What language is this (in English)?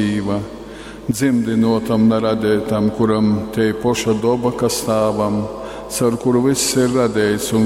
Latgalian